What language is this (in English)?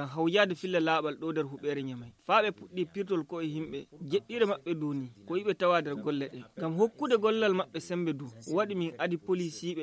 Fula